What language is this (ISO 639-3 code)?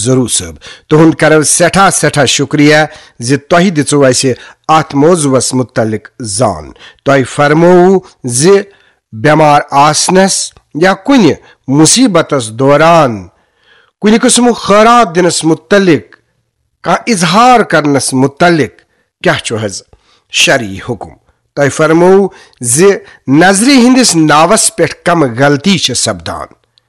kas